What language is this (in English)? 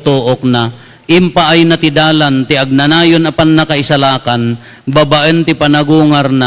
Iloko